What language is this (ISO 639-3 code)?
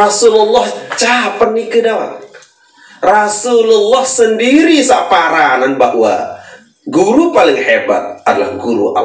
sas